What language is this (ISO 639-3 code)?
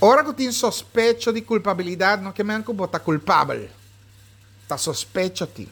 pap